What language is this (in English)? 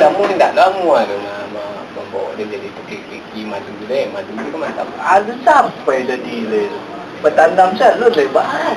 Minangkabau